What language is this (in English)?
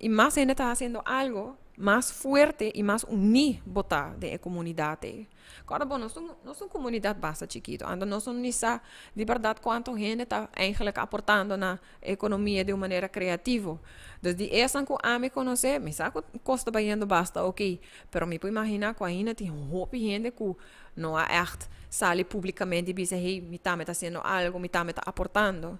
Papiamento